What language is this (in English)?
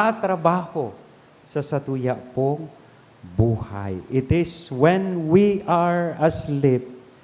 Bikol